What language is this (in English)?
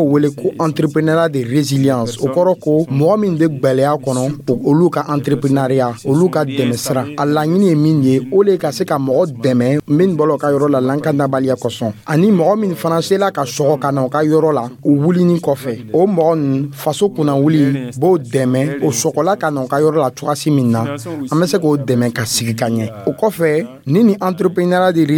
Dyula